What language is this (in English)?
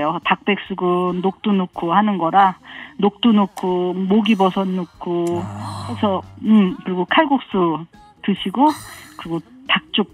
Korean